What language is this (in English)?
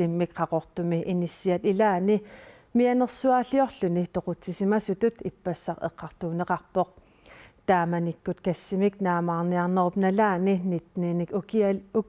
Kalaallisut